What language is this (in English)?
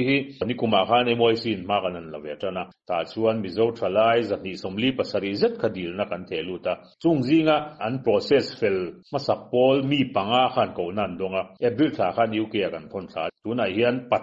Mizo